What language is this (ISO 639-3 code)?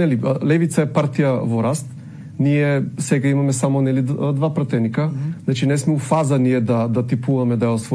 mkd